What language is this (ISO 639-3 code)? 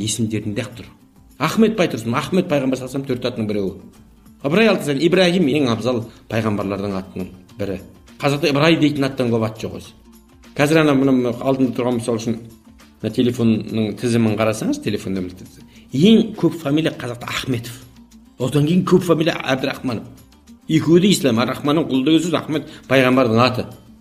kaz